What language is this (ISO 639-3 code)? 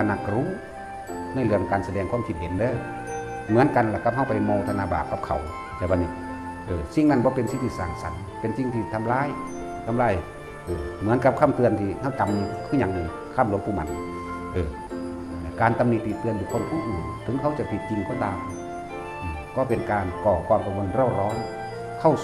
tts